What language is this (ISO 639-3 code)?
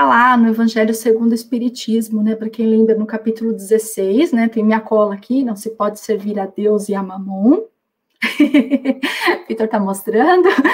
por